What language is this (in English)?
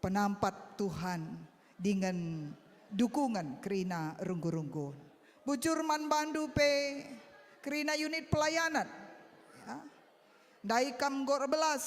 Batak Karo